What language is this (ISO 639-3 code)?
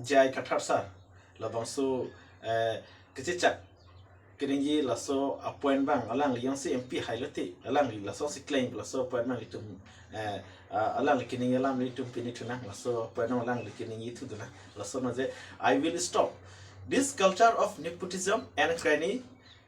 mjw